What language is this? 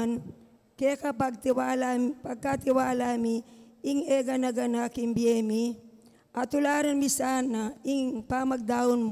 Pampanga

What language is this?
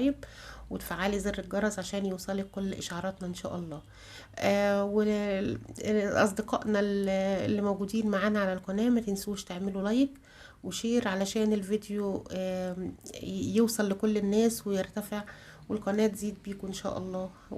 Egyptian Arabic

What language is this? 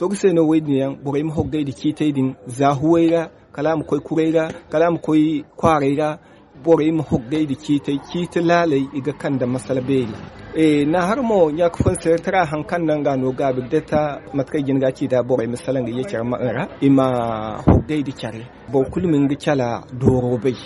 Zarma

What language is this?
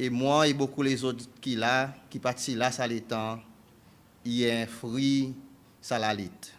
Seselwa Creole French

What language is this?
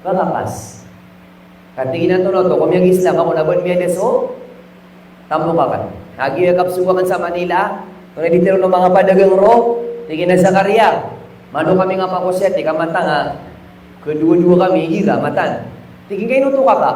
Maranao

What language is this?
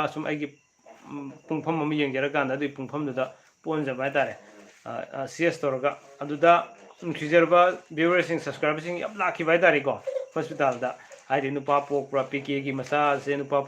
Manipuri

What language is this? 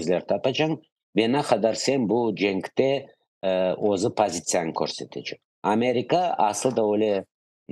Crimean Tatar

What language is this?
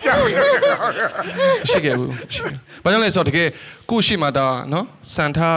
Burmese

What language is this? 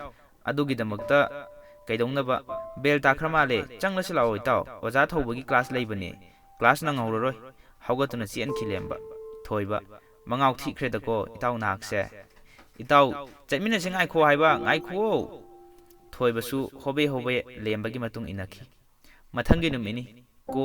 Manipuri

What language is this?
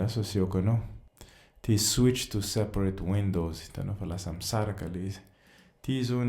Malagasy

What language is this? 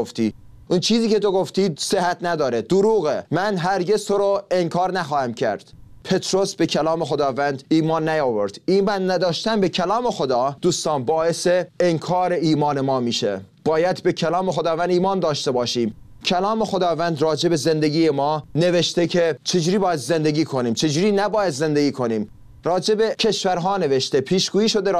Persian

